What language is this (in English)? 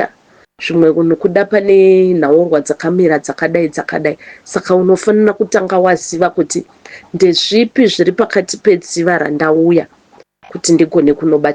Shona